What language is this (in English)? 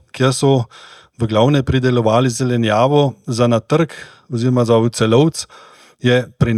Slovenian